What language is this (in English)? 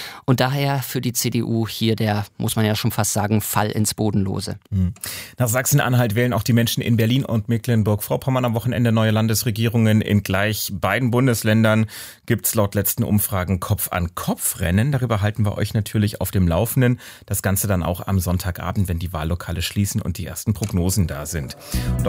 German